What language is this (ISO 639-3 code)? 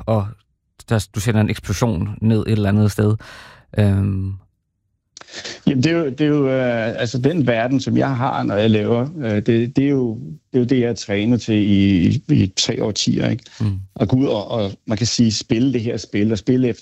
dan